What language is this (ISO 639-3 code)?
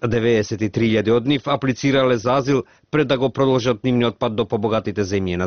mkd